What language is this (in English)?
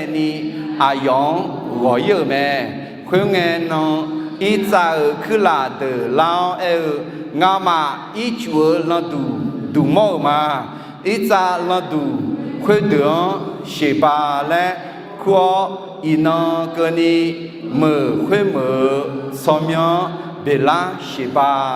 Akha